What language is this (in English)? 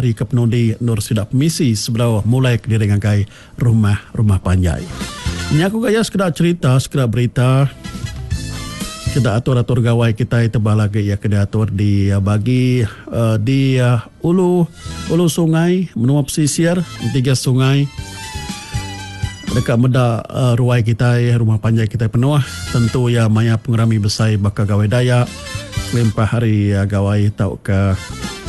Iban